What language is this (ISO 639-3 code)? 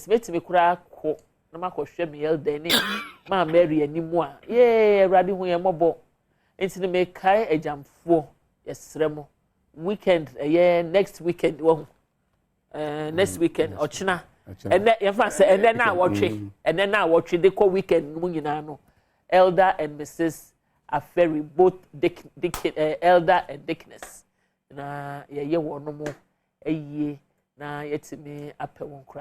aka